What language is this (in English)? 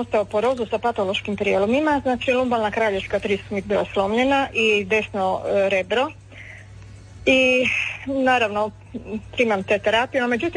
Croatian